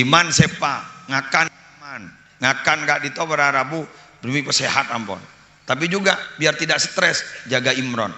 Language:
Madurese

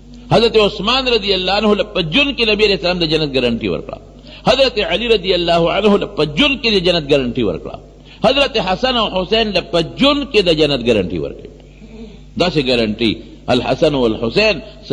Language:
Pashto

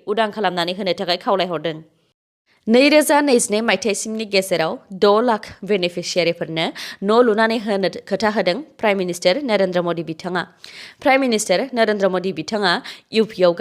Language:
Bodo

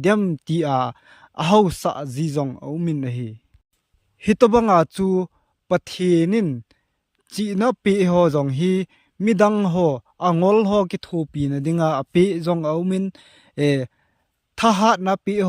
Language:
Thado Chin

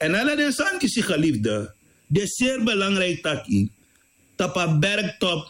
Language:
Sranan Tongo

